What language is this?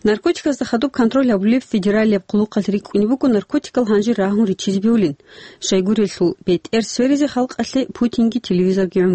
Avaric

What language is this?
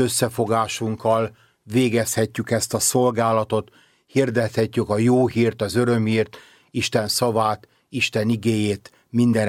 Hungarian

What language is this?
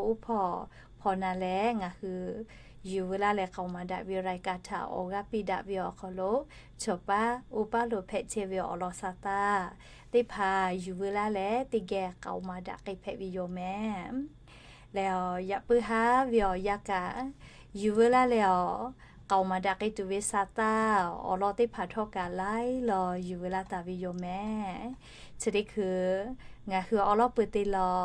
Lahu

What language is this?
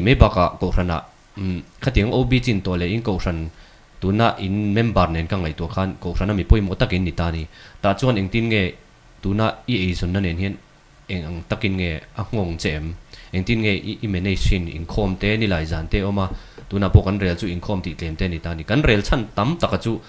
Mizo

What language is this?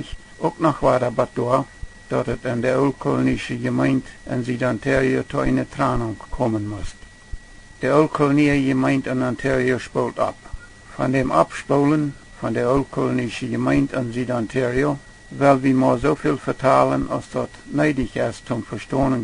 Plautdietsch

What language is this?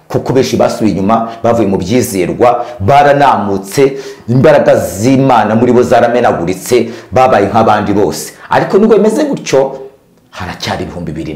Kinyarwanda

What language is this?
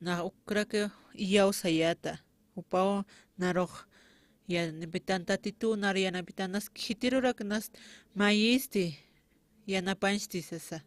Aymara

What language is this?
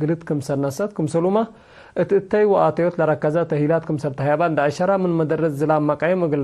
Tigre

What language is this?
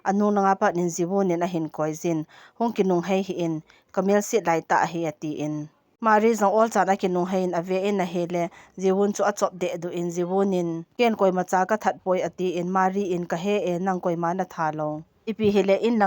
Thado Chin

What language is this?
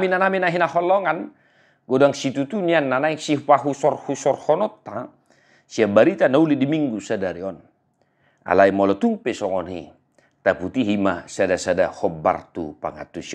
Batak Toba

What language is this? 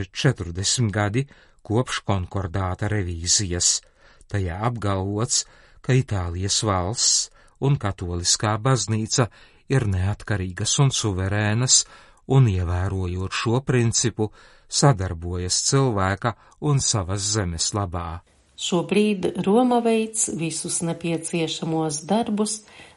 Latvian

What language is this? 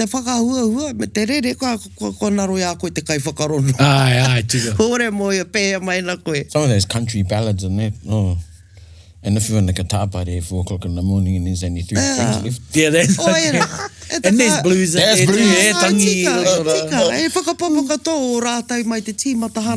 Māori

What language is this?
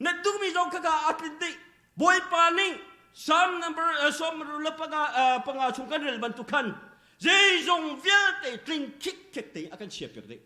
Hakha Chin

